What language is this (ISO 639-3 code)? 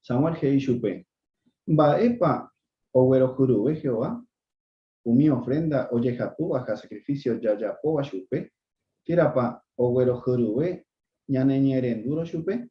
grn